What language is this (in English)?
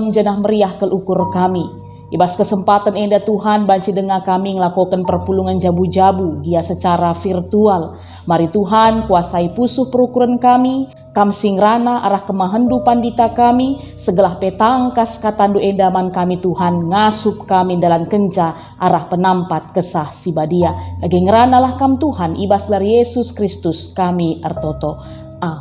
Batak Karo